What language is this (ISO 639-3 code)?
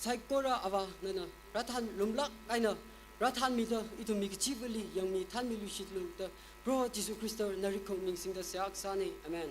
nmf